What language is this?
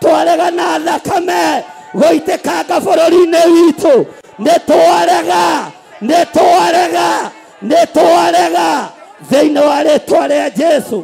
Kikuyu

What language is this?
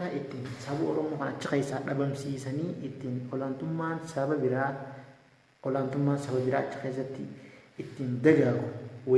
Oromo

